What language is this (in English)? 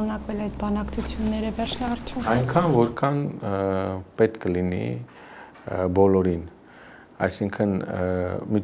Armenian